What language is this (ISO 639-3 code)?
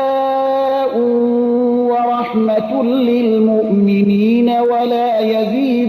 fas